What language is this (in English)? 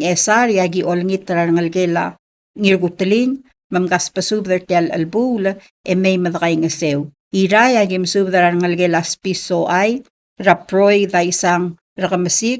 Palauan